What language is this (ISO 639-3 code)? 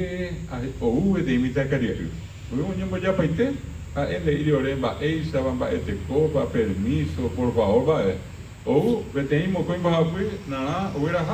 grn